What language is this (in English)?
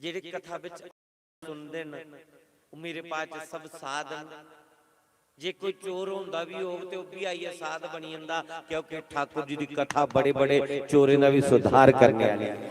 Dogri